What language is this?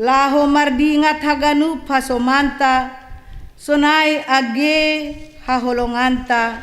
Batak Simalungun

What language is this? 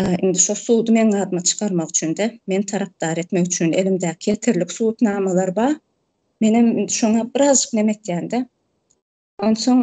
Turkmen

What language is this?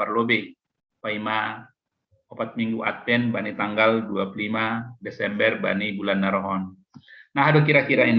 Batak Simalungun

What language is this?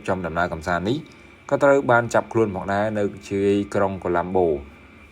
Khmer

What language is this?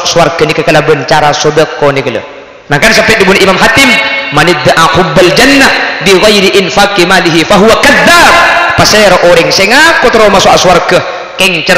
Madurese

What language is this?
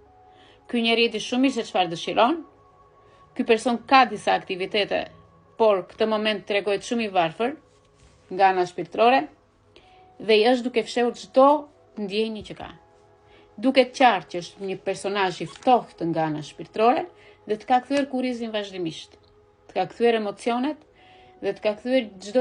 Albanian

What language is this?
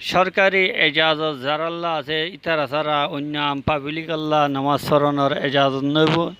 Rohingya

